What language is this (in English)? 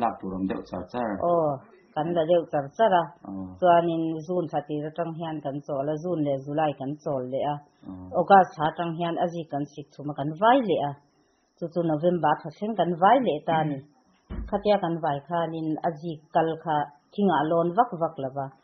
Mizo